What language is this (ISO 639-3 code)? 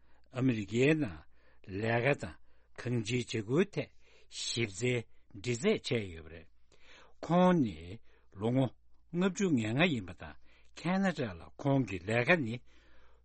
bod